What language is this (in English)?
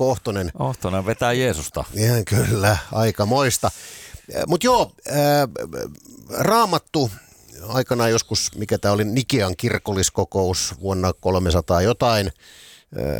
Finnish